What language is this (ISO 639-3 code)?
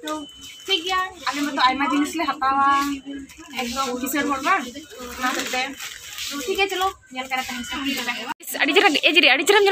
sat